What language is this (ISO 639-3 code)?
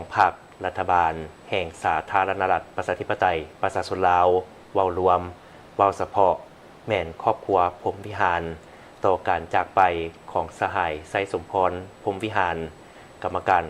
lao